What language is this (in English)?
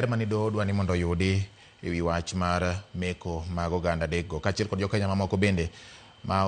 Luo (Kenya and Tanzania)